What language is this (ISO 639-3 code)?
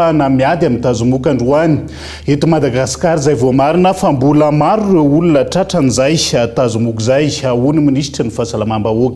mlg